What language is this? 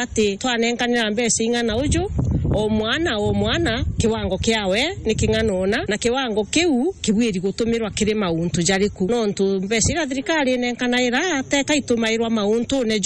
Meru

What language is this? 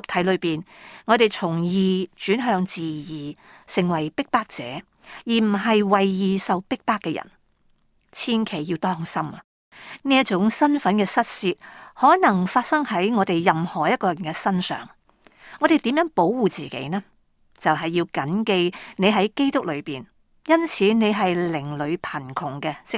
Cantonese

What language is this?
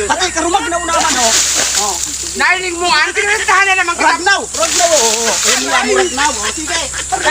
Bikol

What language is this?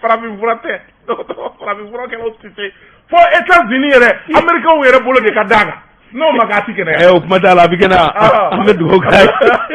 Bambara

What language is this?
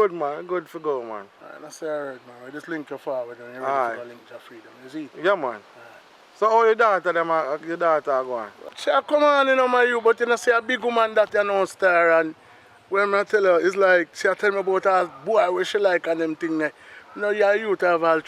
Jamaican Creole English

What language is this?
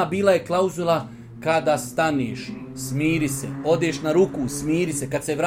Bosnian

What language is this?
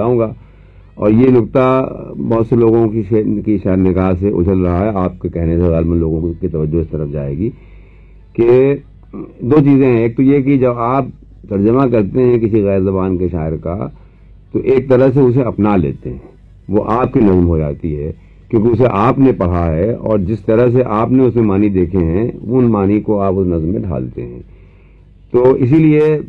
Urdu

